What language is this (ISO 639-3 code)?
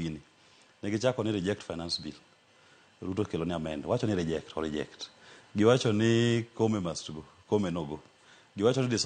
luo